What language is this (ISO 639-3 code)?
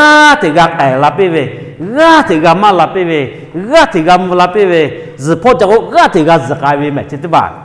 lhu